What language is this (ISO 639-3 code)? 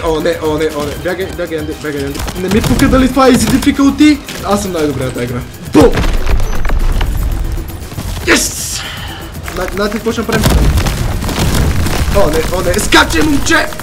bul